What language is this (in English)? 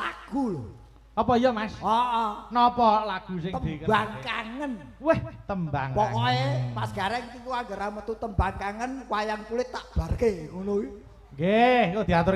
Javanese